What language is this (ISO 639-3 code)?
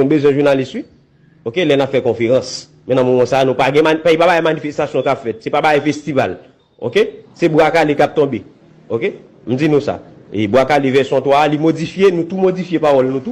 hat